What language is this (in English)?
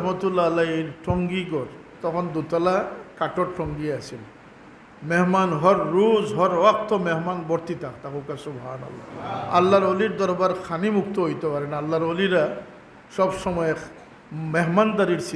Sylheti